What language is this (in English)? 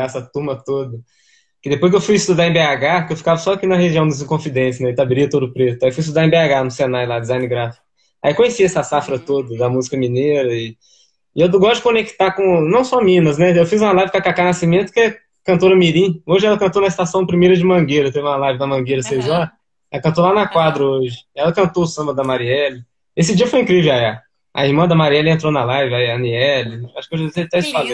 Portuguese